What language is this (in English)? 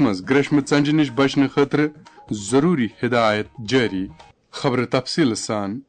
Kashmiri